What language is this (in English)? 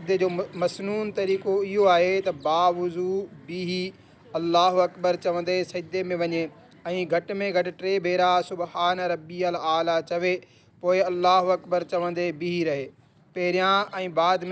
Sindhi